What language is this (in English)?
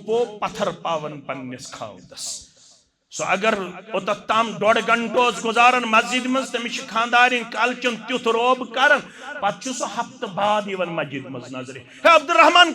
Kashmiri